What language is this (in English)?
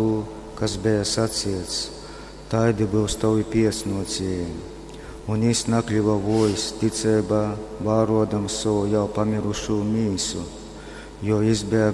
Latgalian